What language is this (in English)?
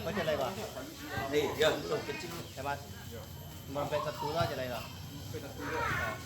Minangkabau